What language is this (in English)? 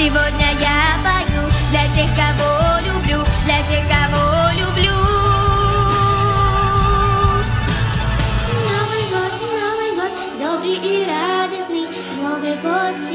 Russian